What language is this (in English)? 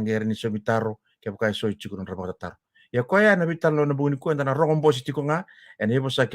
Fijian